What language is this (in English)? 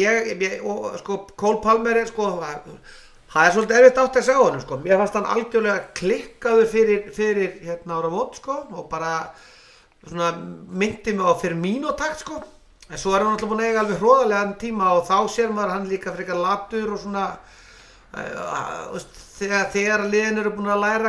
Icelandic